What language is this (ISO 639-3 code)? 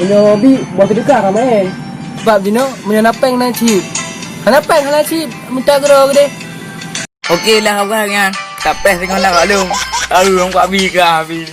ace